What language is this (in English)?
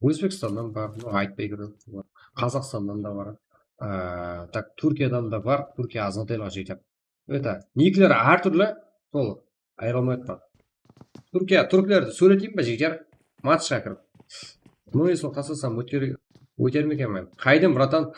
Kara-Kalpak